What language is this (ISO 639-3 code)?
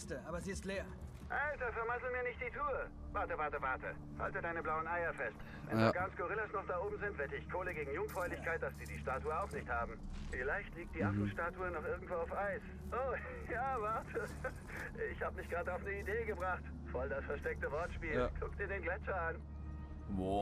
gsw